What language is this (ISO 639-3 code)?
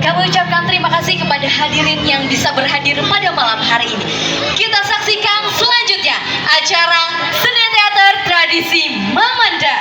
bjn